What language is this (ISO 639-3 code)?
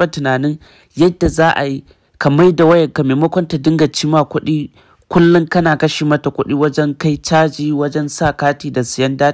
hau